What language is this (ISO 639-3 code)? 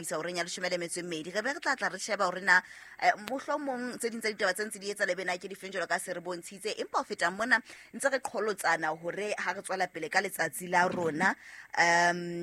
sot